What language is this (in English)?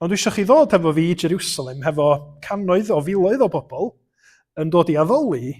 Welsh